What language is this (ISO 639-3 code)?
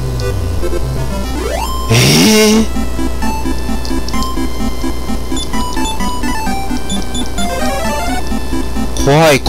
jpn